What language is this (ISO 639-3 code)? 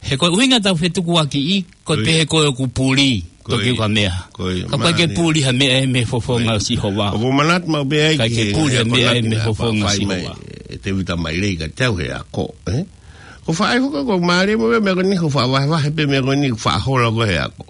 ton